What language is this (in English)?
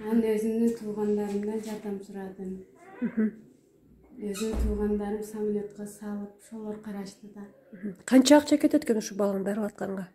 Kyrgyz